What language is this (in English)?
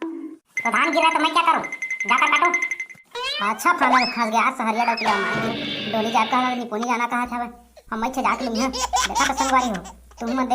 Chhattisgarhi